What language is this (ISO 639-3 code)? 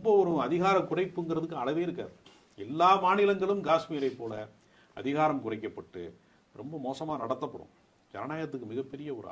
tam